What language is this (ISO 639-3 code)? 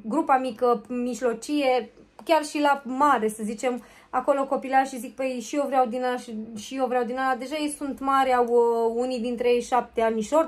ron